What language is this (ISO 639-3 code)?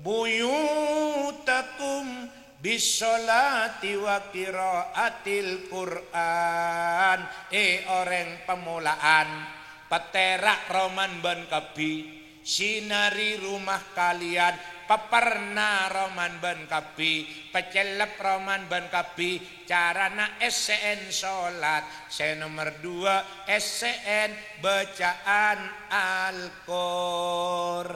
mad